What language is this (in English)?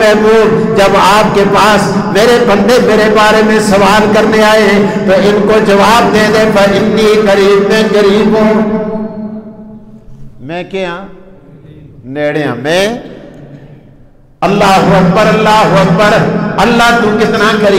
Urdu